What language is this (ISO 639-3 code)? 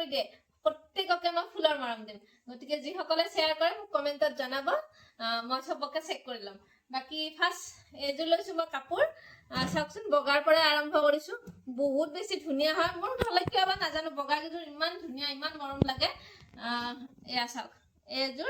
asm